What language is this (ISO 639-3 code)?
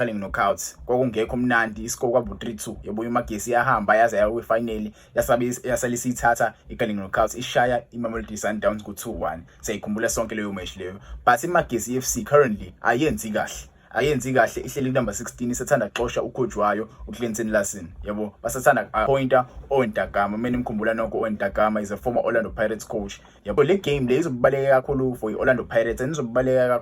zul